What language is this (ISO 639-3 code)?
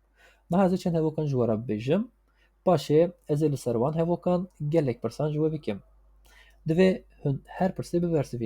kur